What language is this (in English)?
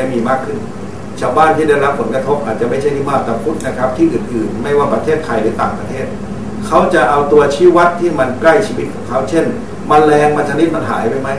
Thai